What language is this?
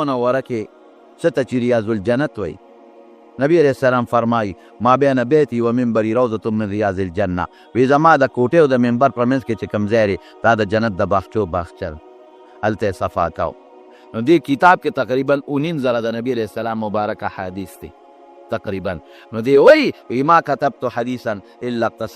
Pashto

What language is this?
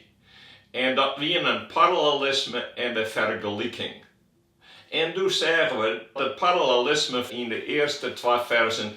Western Frisian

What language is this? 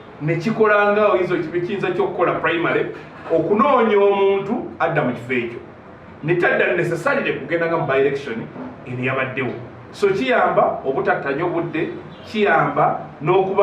Ganda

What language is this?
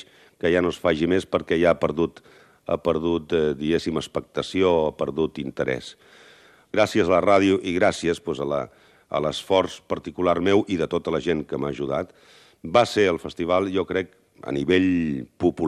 Catalan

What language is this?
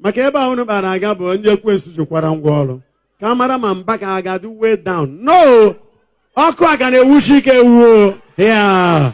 Igbo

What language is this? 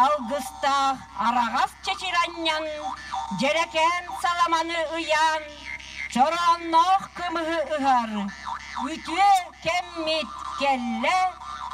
Yakut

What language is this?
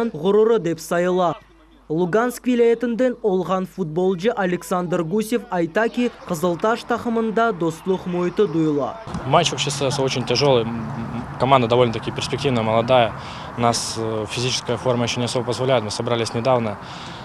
Crimean Tatar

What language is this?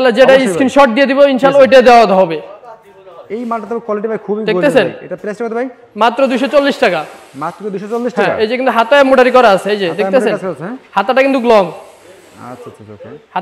Bangla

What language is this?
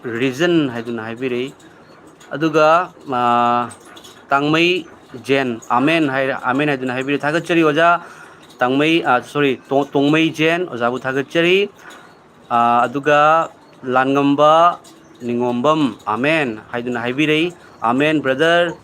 Manipuri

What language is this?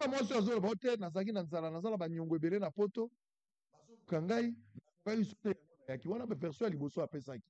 Lingala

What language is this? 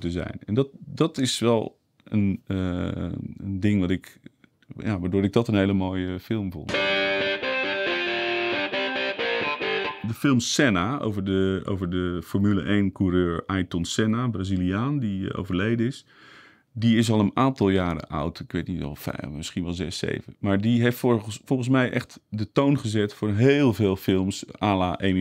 Dutch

